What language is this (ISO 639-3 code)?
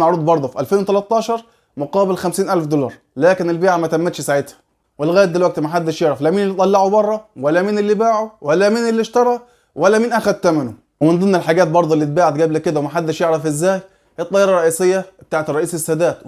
arz